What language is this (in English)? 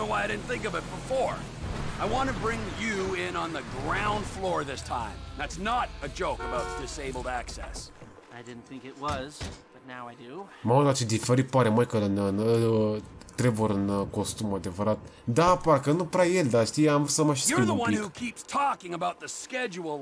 Romanian